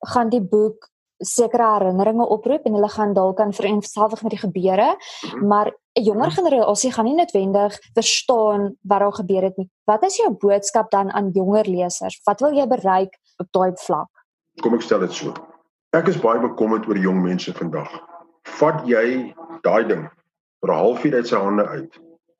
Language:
Afrikaans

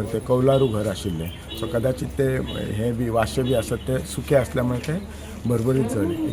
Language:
Konkani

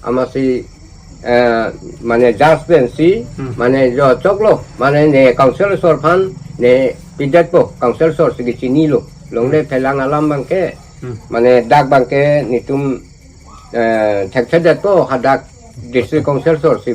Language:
Karbi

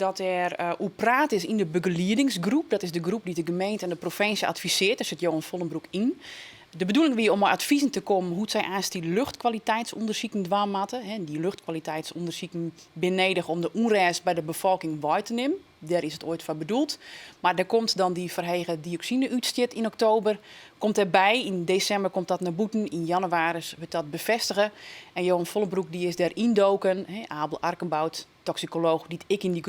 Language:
Western Frisian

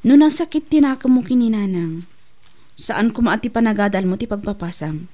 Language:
Iloko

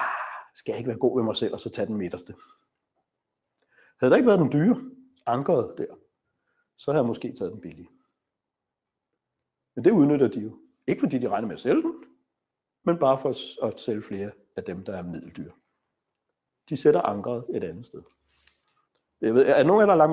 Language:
Danish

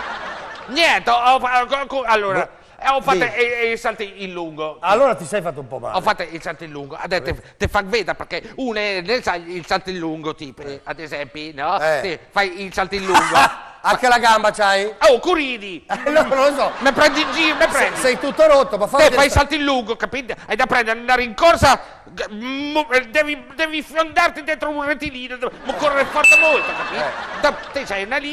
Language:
Italian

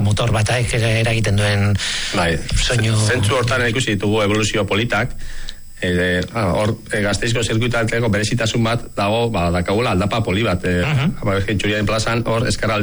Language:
Basque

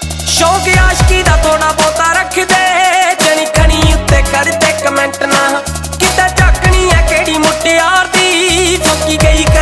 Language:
Punjabi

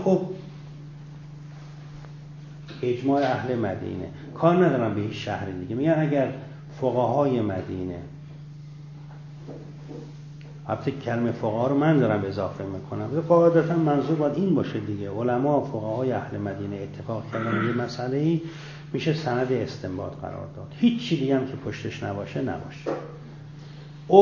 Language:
Persian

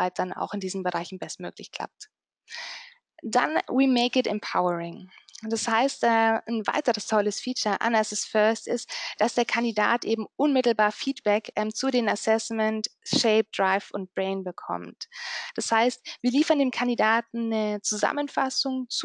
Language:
German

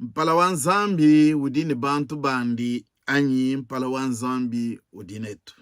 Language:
Luba-Lulua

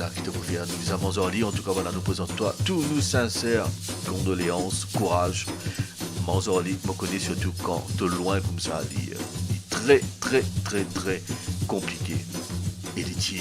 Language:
Morisyen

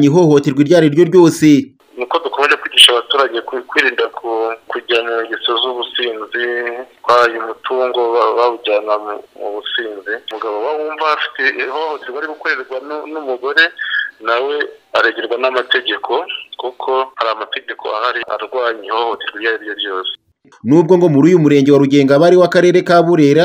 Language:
Kinyarwanda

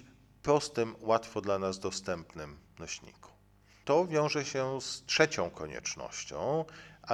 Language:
Polish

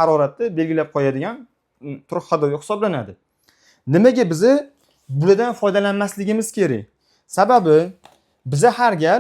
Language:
Uzbek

